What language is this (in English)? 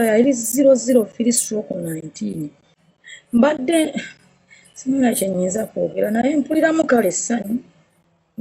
Ganda